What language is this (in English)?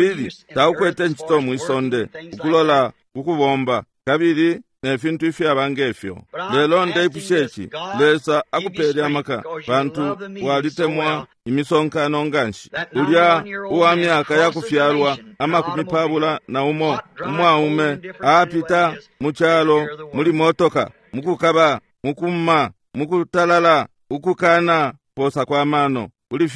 Bemba